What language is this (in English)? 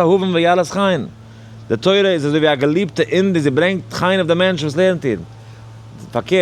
Yiddish